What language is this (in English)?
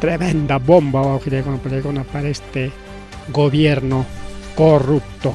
Ayacucho Quechua